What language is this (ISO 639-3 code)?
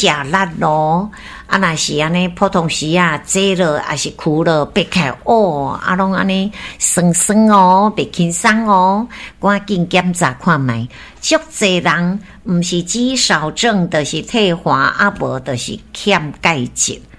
nan